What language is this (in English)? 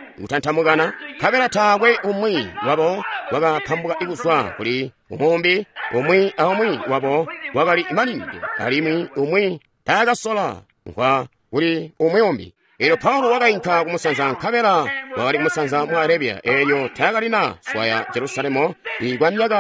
Tonga (Zambia)